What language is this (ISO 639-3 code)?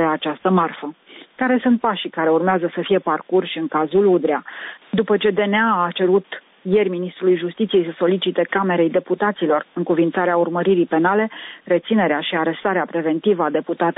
ron